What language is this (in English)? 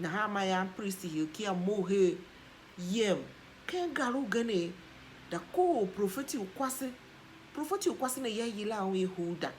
Tiv